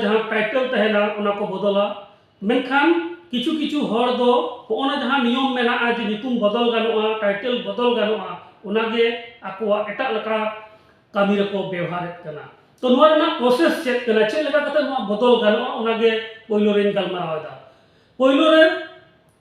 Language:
Santali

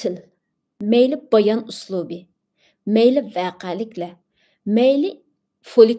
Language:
Uyghur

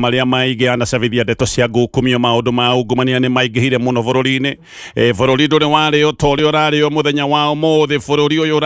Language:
Kikuyu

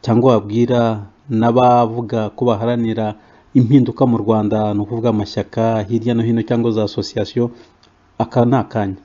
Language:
Kinyarwanda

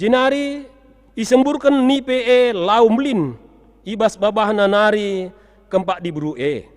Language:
Batak Karo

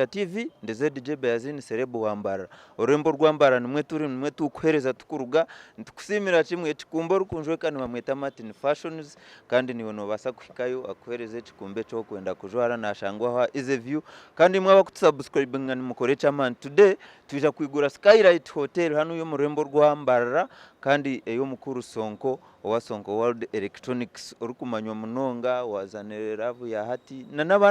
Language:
Nyankole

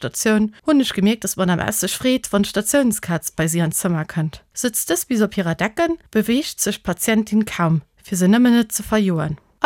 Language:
Luxembourgish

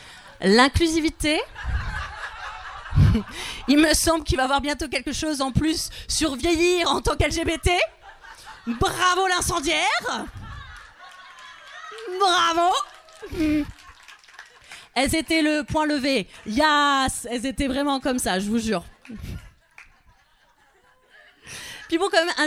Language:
French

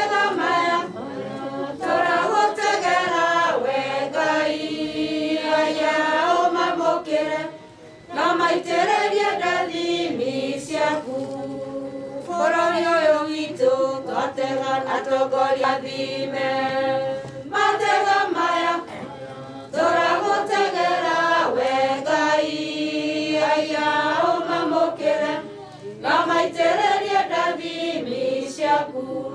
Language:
Kikuyu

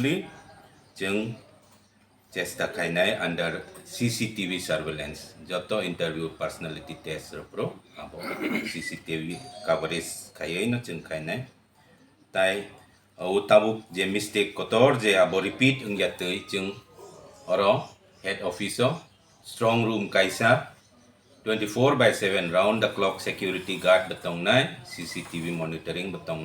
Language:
Kok Borok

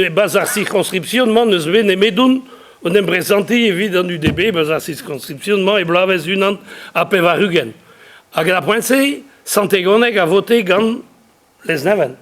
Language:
Breton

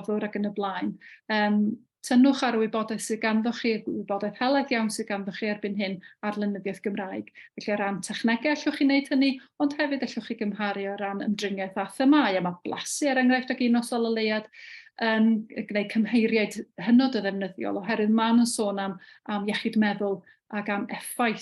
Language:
Welsh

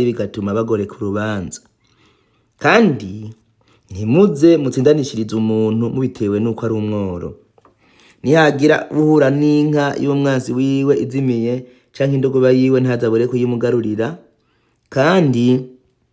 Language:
Rundi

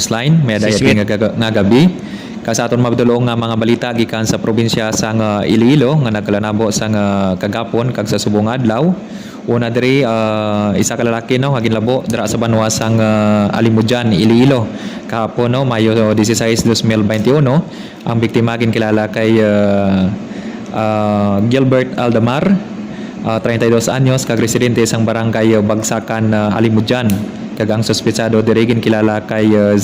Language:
Hiligaynon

